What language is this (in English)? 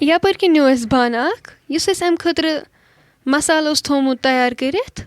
Kashmiri